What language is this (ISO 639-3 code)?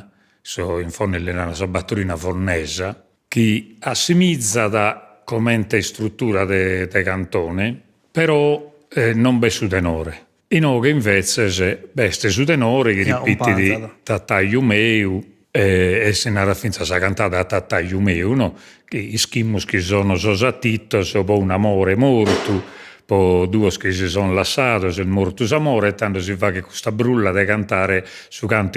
srd